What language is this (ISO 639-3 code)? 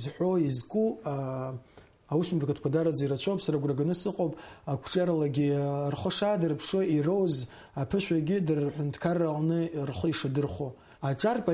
abk